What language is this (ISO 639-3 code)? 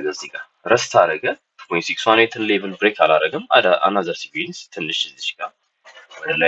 amh